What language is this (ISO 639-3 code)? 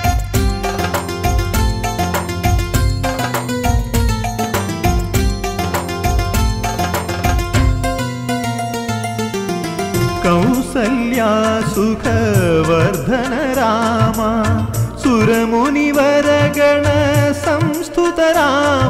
mal